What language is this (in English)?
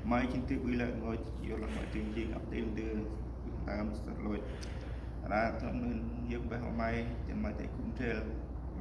Central Mnong